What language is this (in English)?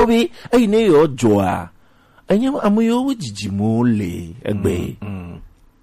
Gen